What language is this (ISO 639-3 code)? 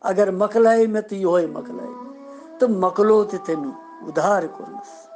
kas